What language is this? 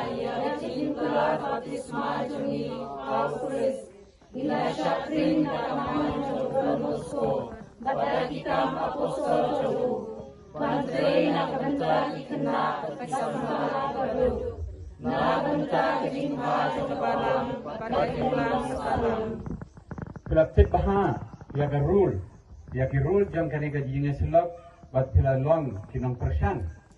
Khasi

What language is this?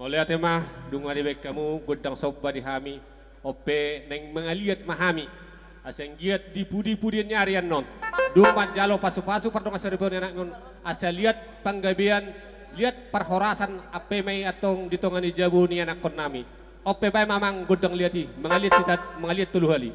Batak Toba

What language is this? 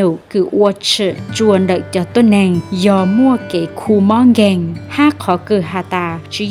Hmong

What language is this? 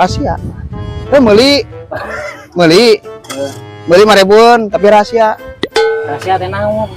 Sundanese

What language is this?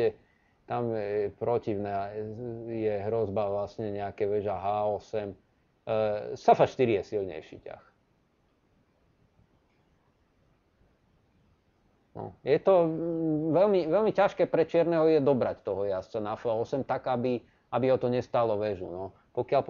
Slovak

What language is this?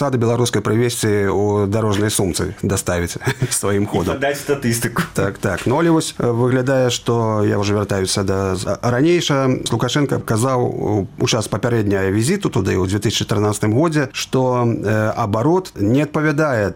Belarusian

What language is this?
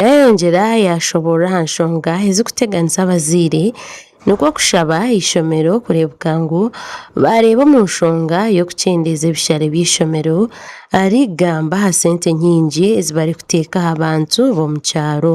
Nyankole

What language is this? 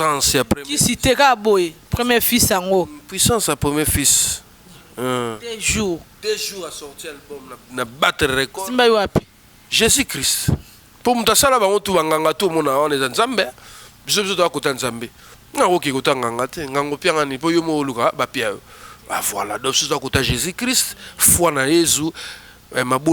Lingala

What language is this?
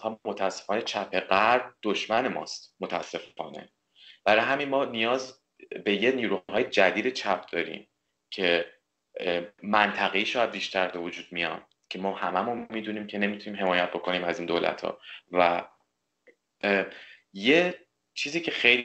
Persian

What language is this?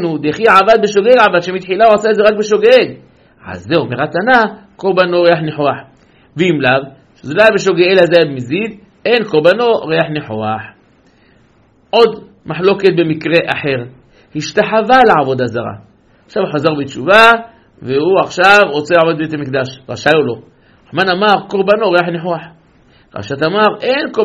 Hebrew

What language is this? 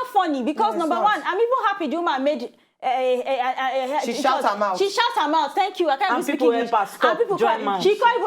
Nigerian Pidgin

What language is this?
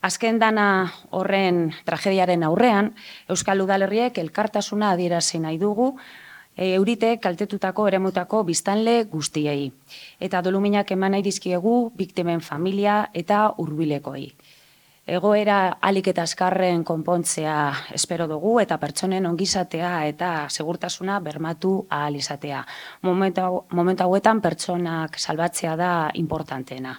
Basque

